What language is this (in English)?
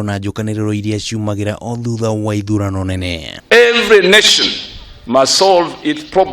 Kikuyu